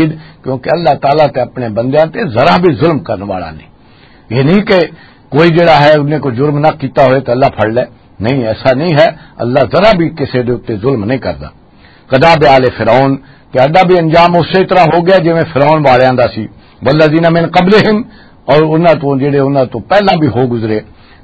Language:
Western Panjabi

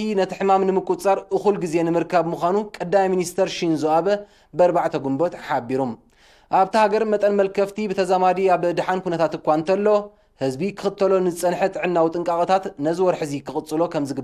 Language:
Tigrinya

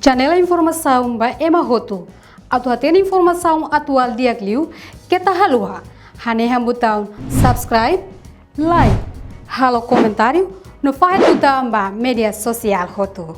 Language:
Tetum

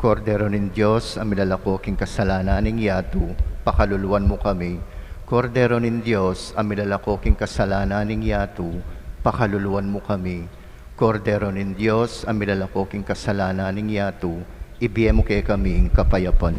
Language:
Pampanga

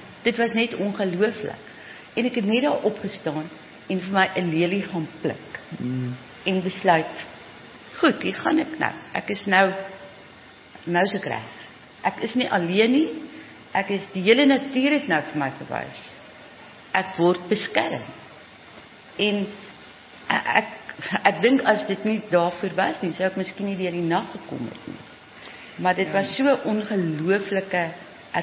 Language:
Afrikaans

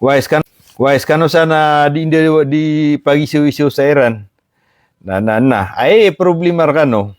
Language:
Maranao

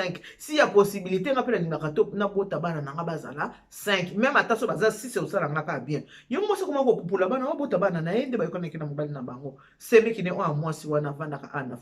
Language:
Lingala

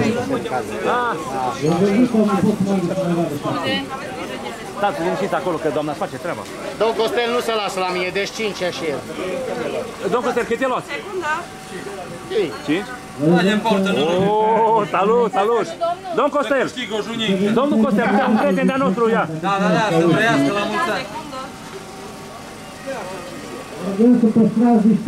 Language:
Romanian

